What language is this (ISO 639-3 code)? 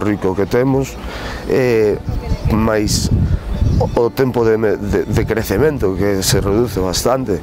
glg